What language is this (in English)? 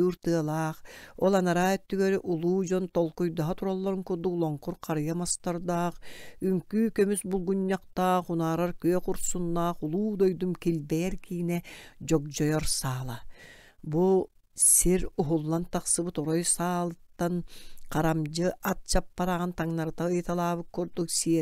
Yakut